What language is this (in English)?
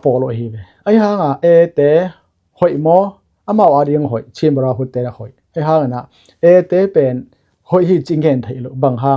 Tedim Chin